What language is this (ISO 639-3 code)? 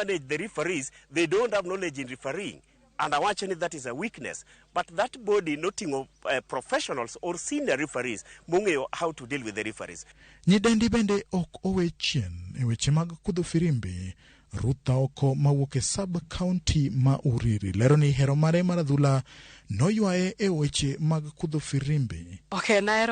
luo